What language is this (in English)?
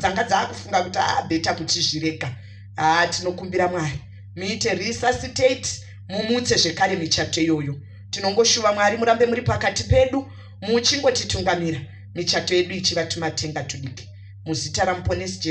Shona